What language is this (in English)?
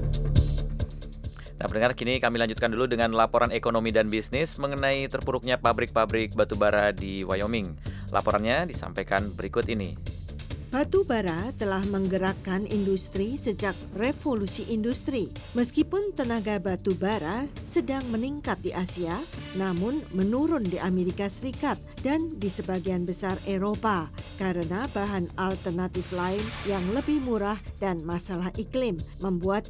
Indonesian